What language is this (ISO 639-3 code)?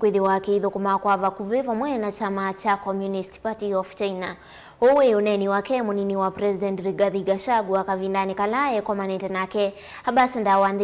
kam